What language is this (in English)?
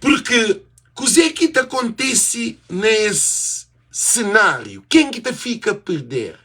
Kabuverdianu